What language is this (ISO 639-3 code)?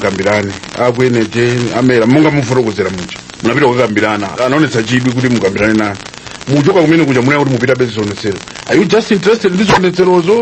nya